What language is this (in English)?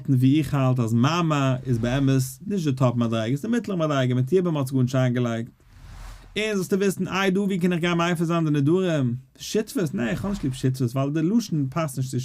Yiddish